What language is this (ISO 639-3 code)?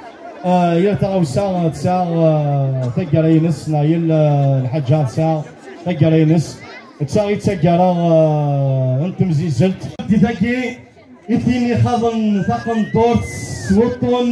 kab